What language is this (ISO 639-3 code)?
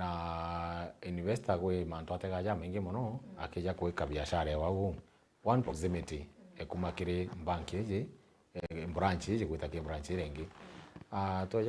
mer